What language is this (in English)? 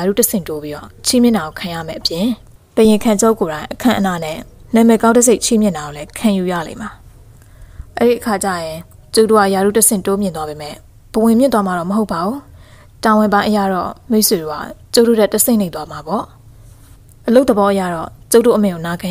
Burmese